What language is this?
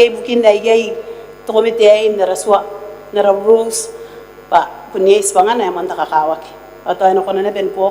Gilbertese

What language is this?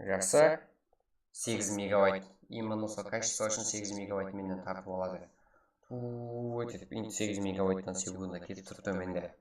Kara-Kalpak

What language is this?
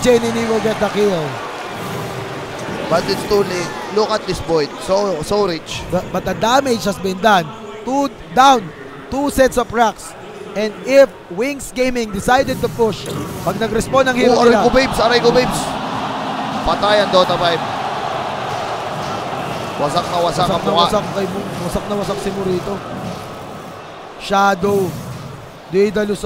Filipino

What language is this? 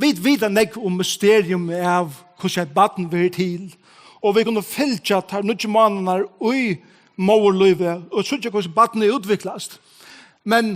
Faroese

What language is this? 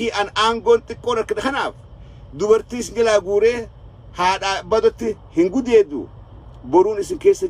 Oromo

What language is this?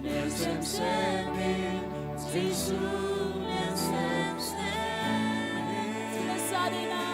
Tedim Chin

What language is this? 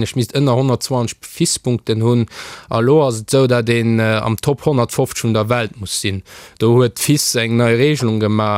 Luxembourgish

